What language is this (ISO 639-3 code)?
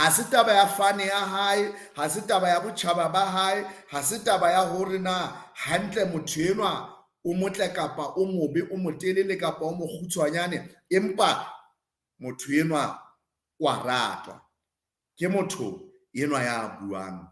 sot